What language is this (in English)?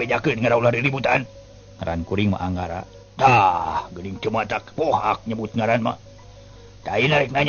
Sundanese